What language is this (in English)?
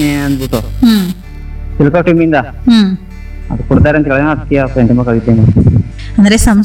Kannada